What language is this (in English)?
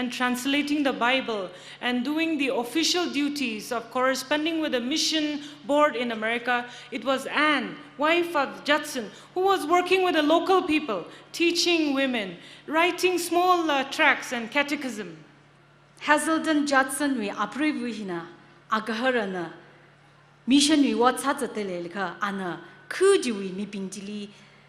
Tangkhul Naga (India)